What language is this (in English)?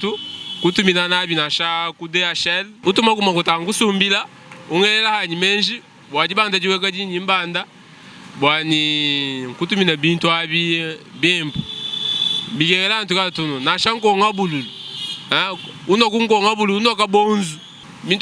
Luba-Lulua